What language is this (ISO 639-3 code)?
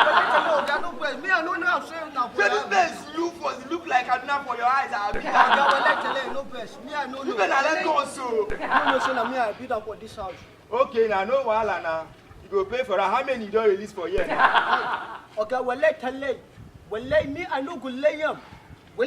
pcm